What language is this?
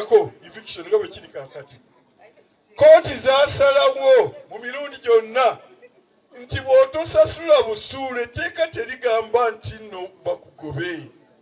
Ganda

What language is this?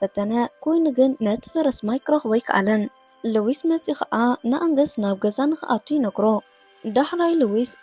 Tigrinya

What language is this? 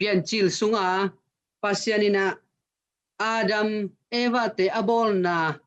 Tedim Chin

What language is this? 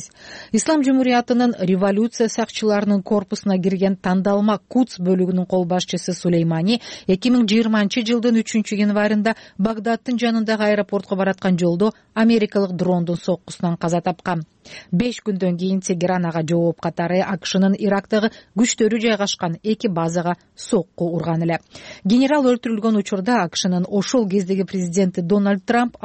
Kyrgyz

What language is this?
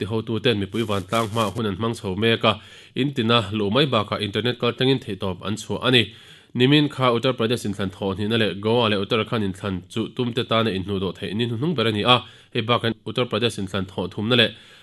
Mizo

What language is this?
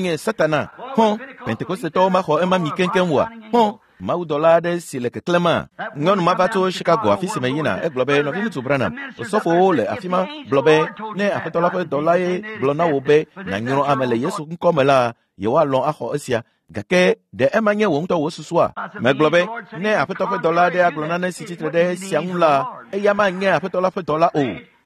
Ewe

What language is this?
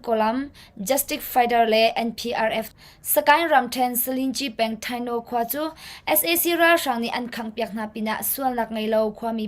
Hakha Chin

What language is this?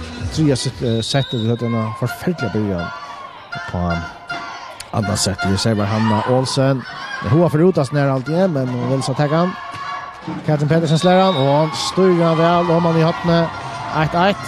Faroese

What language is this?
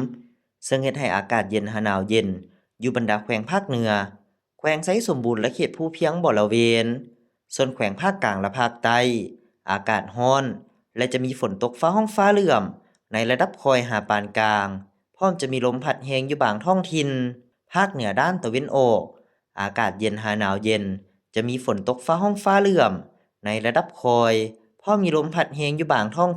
Lao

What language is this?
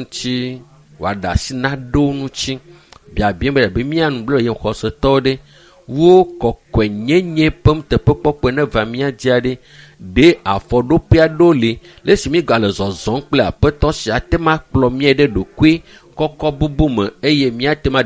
Ewe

